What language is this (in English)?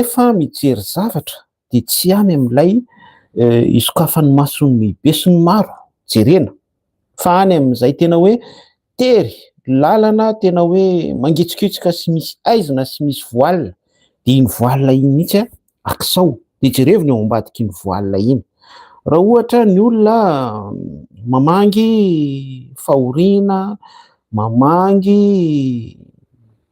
Malagasy